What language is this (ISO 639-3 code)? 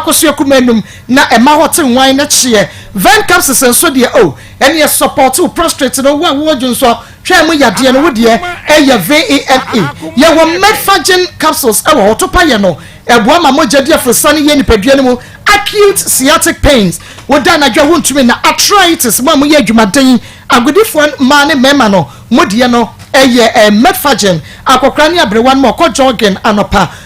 aka